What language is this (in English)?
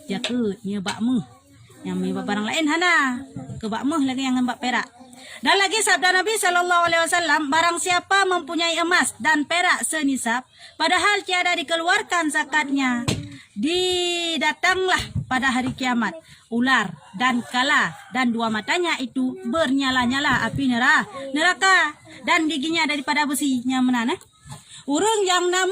Achinese